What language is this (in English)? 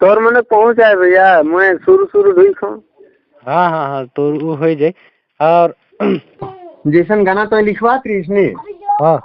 Sadri